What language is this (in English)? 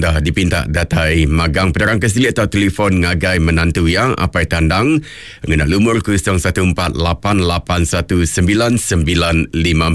Iban